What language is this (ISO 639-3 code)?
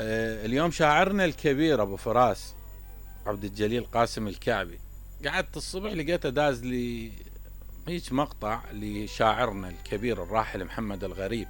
acm